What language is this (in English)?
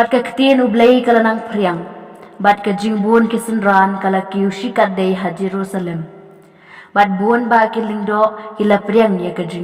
Khasi